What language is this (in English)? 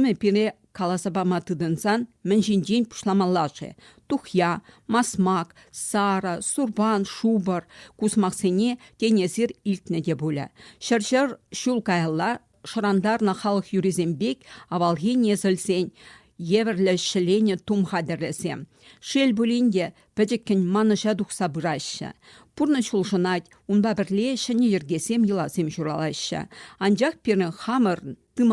Chuvash